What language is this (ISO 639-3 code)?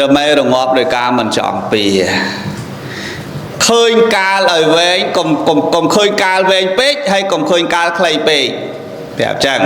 khm